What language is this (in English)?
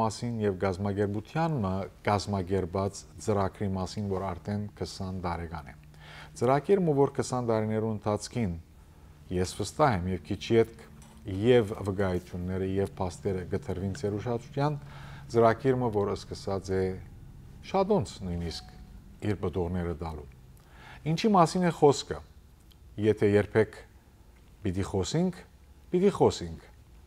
Western Armenian